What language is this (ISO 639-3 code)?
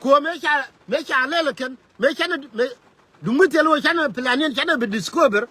nus